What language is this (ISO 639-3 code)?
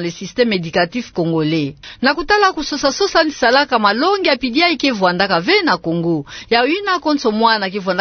ktu